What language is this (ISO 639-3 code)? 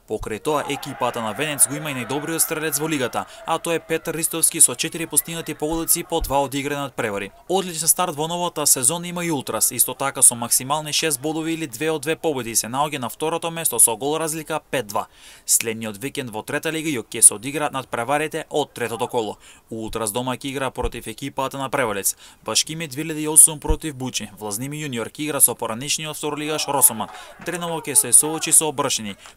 mkd